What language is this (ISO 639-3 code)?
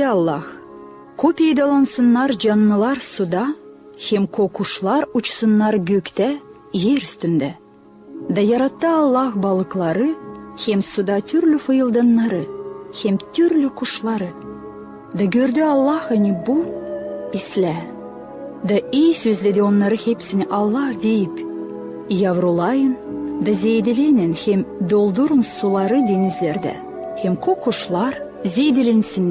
gag